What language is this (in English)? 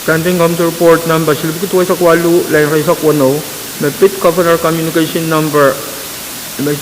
Pohnpeian